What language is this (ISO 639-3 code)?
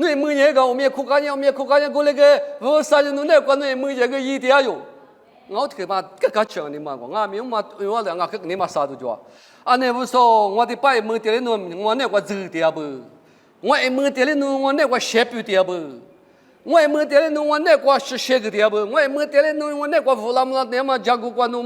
lis